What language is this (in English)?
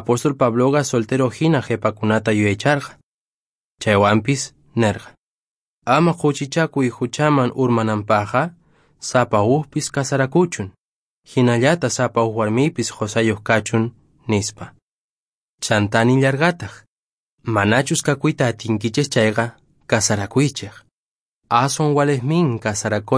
Quechua